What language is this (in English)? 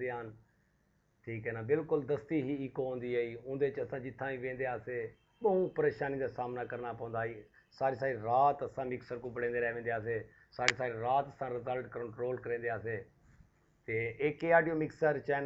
Saraiki